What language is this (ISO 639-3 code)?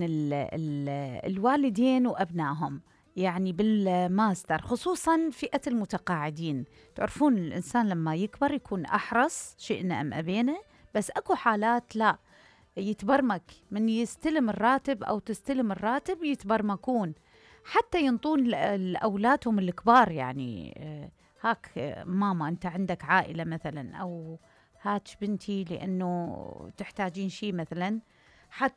acm